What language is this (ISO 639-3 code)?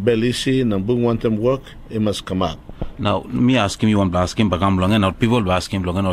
tpi